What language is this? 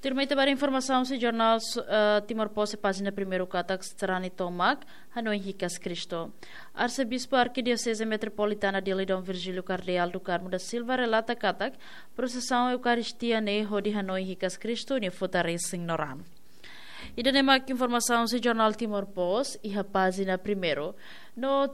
Tetum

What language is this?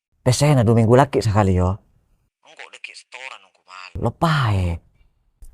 Madurese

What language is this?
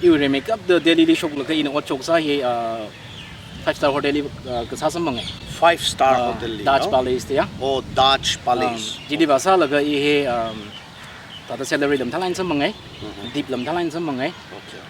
Tangkhul Naga (India)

